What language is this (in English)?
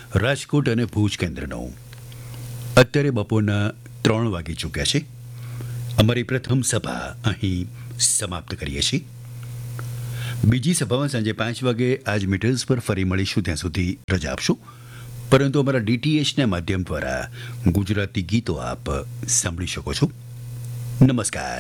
Gujarati